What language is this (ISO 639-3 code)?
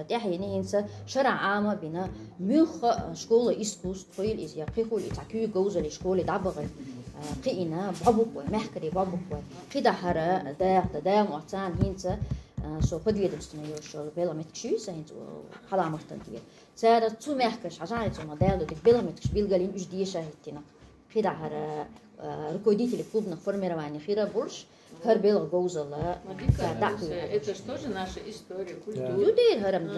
che